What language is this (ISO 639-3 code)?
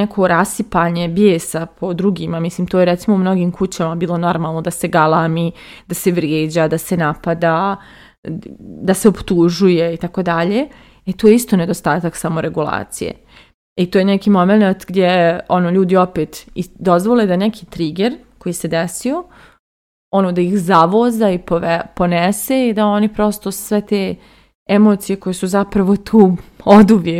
srp